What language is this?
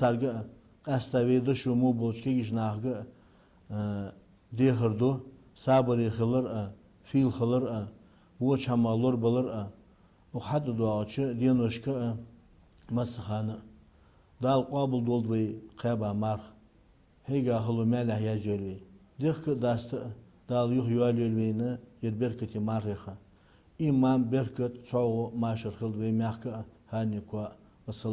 Ingush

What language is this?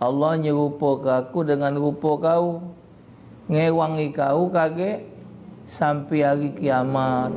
Musi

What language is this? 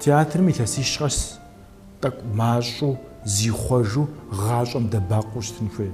Kabardian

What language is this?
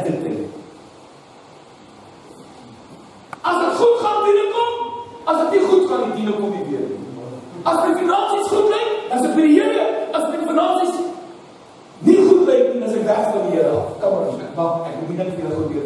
Afrikaans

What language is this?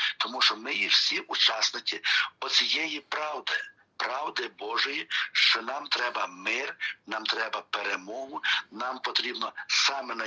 Ukrainian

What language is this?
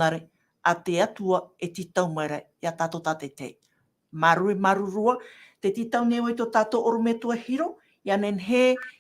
Tahitian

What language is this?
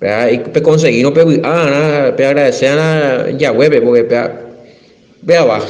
Guarani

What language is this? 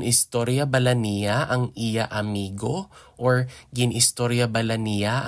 Hiligaynon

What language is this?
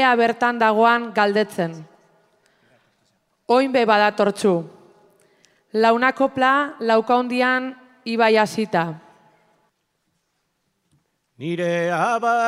Basque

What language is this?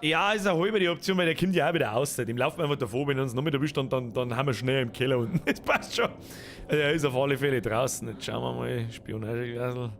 Bavarian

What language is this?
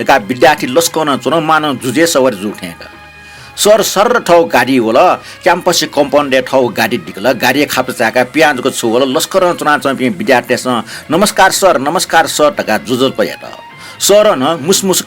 Newari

